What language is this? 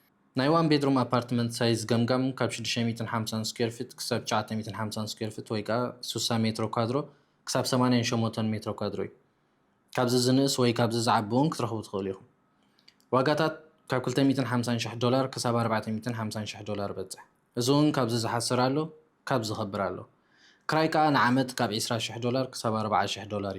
Tigrinya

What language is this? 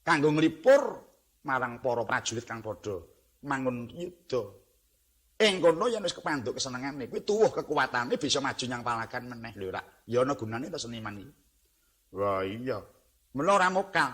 Javanese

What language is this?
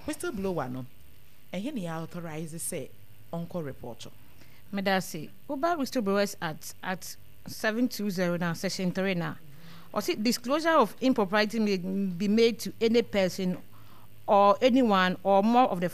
Akan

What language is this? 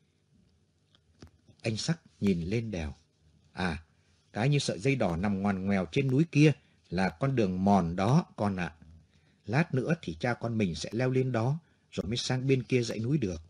Vietnamese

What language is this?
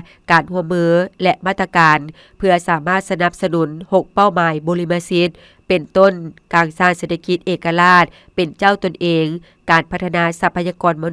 Lao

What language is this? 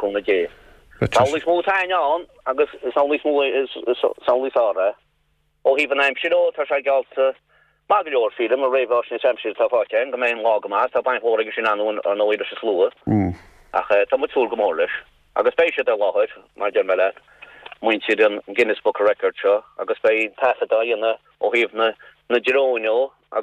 Irish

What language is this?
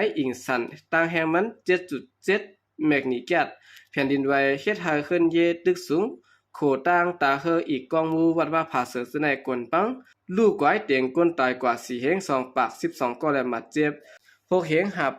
Shan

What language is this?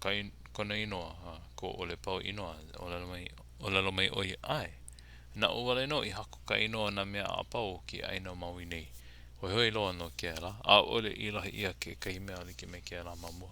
Hawaiian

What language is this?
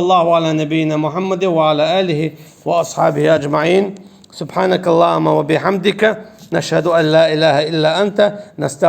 Chechen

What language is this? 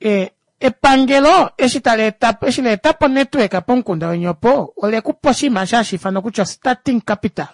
Kuanyama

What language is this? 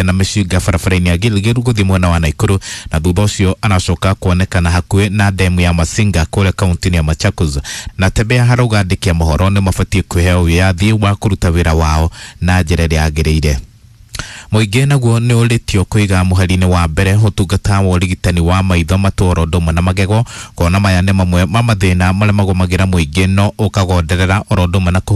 Kikuyu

